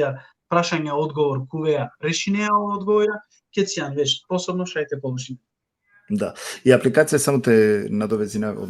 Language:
Balkan Romani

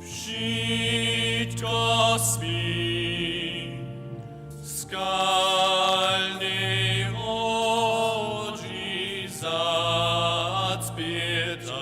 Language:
Upper Sorbian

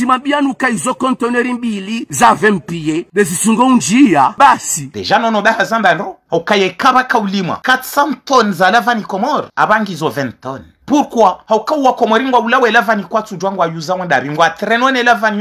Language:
Ngazidja Comorian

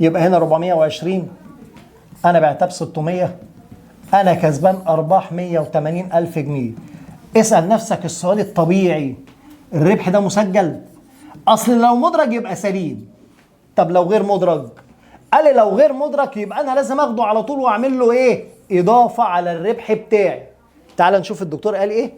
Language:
Egyptian Arabic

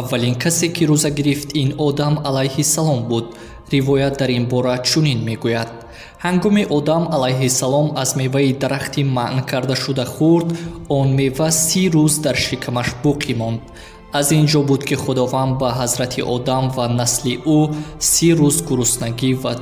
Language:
Tajik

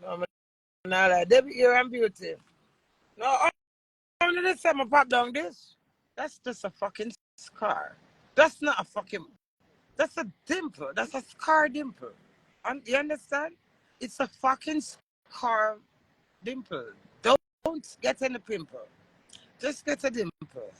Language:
Jamaican Creole English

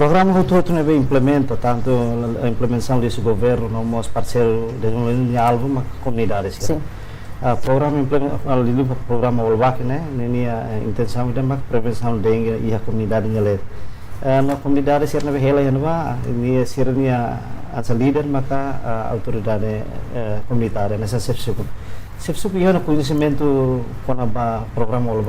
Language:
Tetum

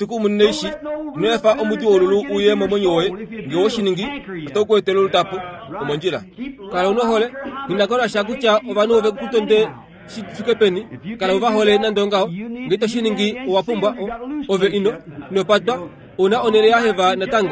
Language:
Kuanyama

